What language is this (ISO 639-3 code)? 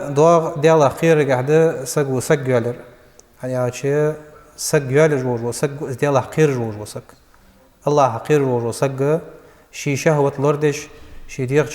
inh